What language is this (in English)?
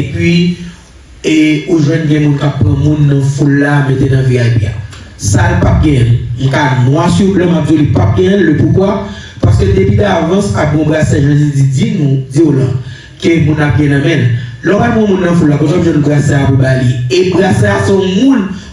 Haitian Creole